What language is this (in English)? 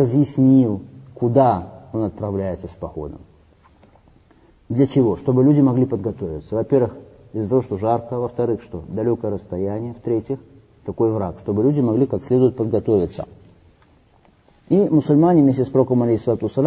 Russian